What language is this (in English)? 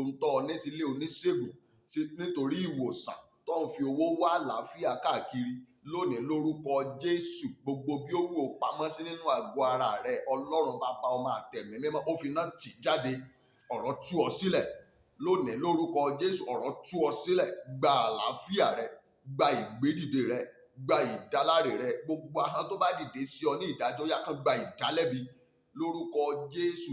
Yoruba